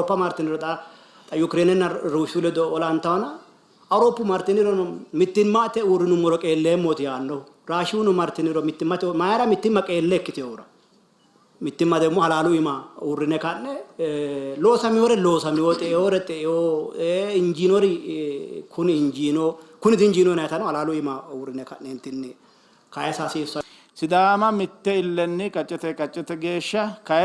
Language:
Sidamo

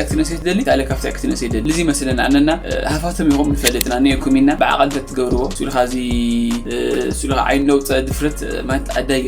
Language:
Tigrinya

